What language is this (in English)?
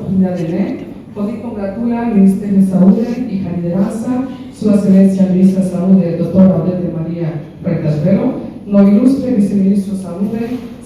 Tetum